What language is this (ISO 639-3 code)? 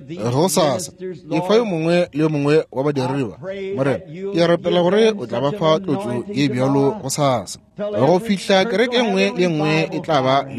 nso